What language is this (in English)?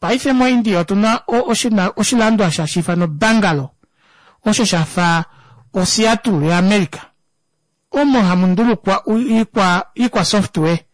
Kuanyama